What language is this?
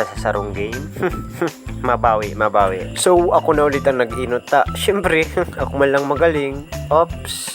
Bikol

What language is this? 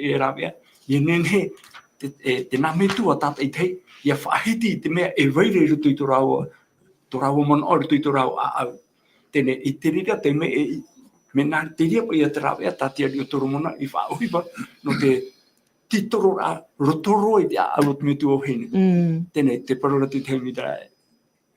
Tahitian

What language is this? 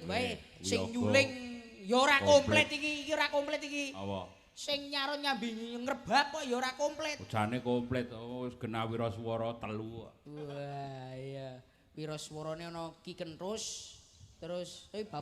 Javanese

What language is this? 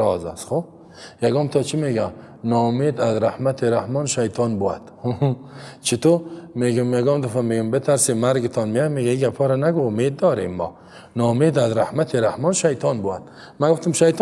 Persian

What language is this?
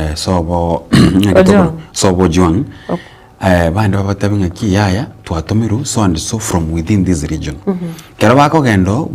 Gusii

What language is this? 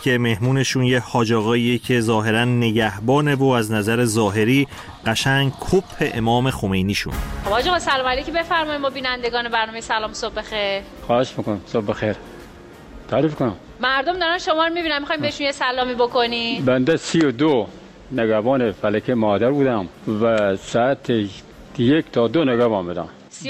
Persian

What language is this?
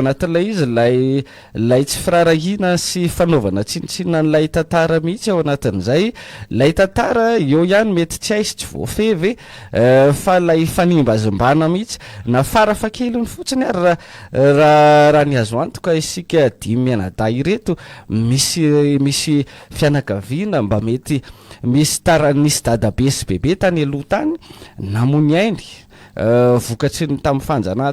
Malagasy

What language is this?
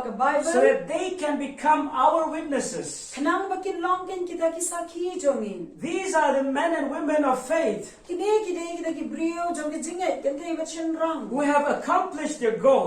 Khasi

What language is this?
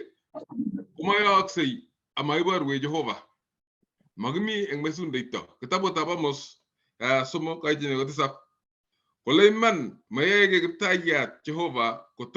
Kalenjin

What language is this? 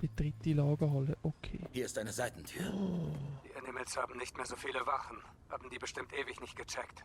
Swiss German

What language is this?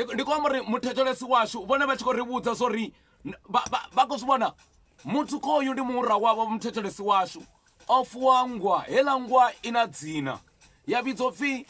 Venda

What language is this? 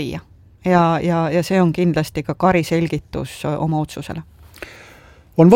Estonian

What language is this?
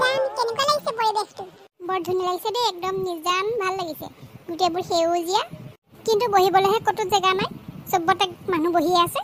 Assamese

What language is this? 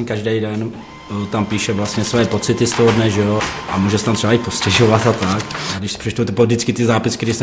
Czech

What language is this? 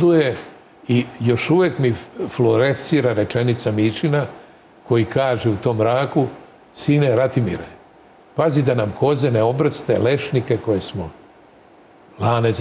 Serbian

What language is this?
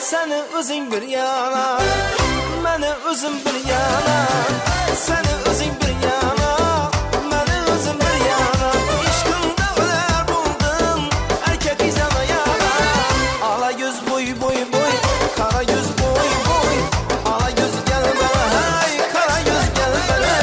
Kara-Kalpak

